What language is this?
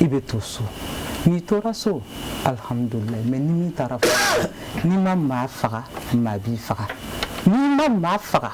Bambara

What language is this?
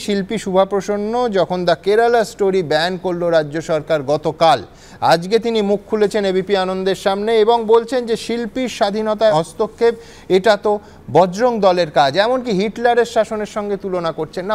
Bangla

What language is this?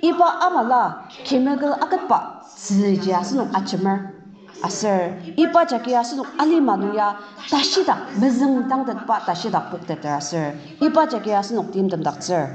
Ao Naga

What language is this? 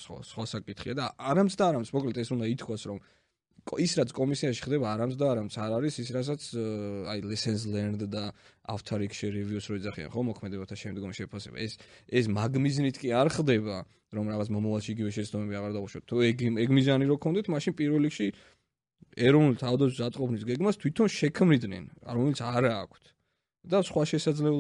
Georgian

